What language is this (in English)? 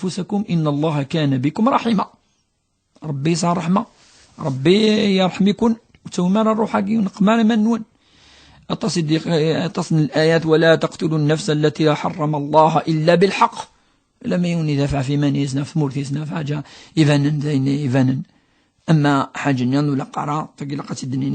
Kabyle